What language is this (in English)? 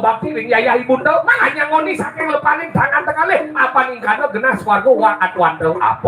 Balinese